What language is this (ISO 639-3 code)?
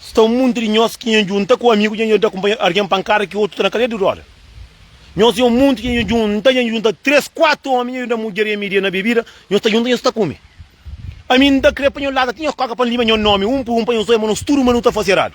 kea